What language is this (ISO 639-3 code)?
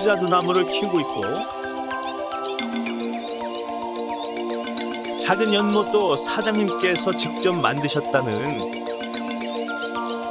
kor